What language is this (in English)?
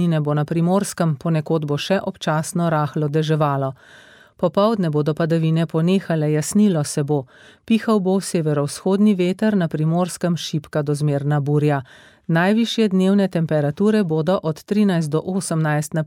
Slovenian